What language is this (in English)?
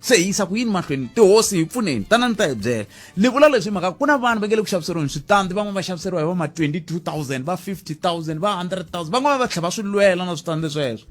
Tsonga